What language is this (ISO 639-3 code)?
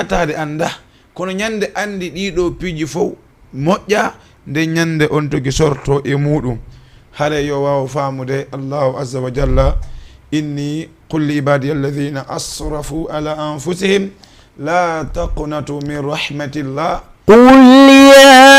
ful